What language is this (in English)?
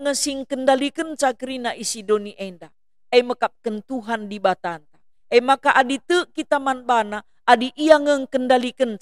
Batak Karo